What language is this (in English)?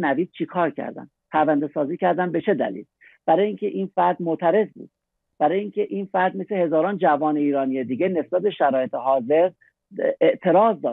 Persian